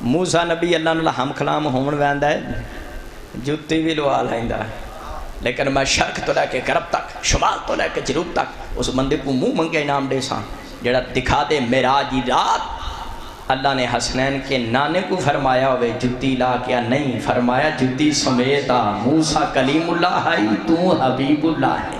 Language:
Saraiki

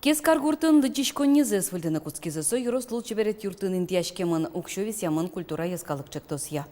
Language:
Udmurt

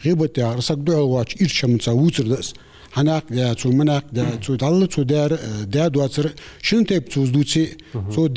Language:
Ingush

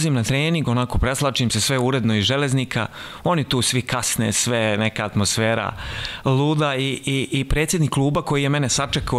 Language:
Serbian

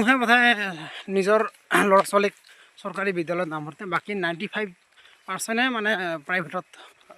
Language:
Assamese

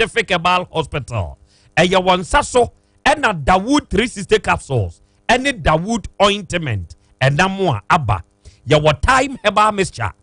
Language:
Akan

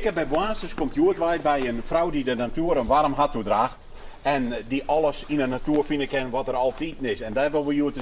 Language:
Western Frisian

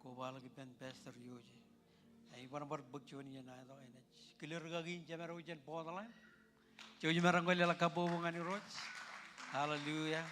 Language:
Marshallese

